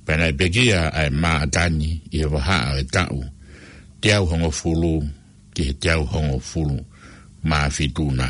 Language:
Tongan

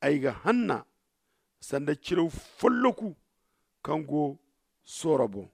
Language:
Zarma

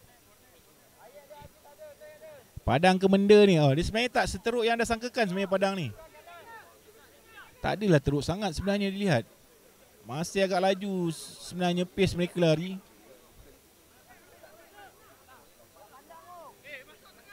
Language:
Malay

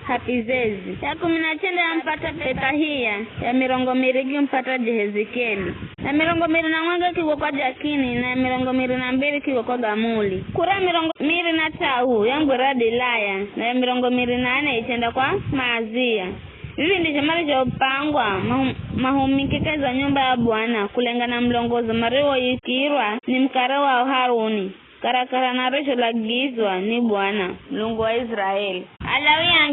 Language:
Giryama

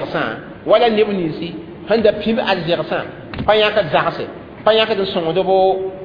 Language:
Mossi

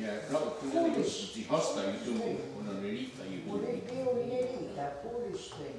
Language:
Mohawk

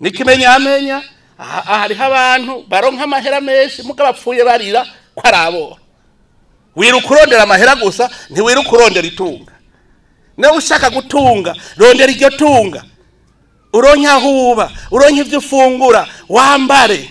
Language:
Rundi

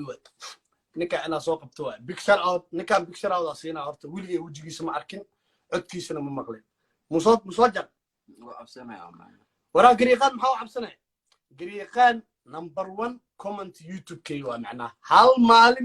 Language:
Somali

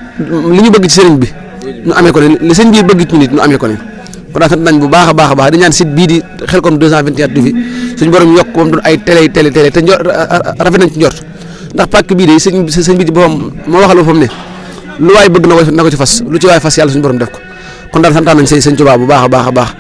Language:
Wolof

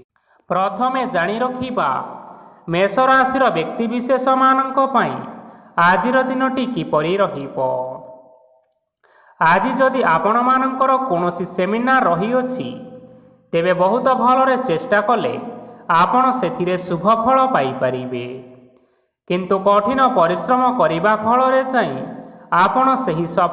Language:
Odia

